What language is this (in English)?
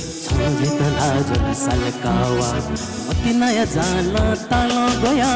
Newari